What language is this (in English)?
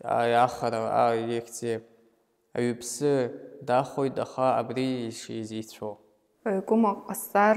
Abkhazian